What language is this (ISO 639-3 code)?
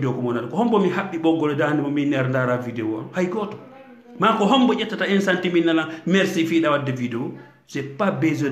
ful